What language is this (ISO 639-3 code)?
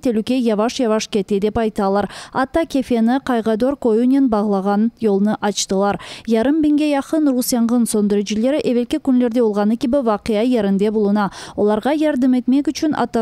crh